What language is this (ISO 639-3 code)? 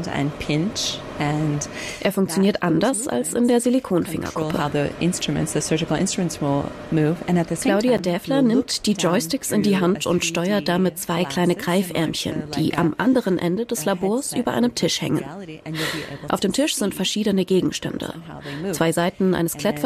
deu